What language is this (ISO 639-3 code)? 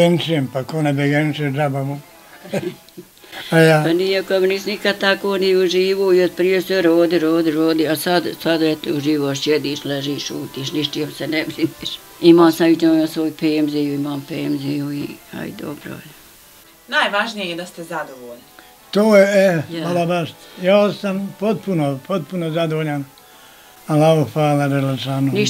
bos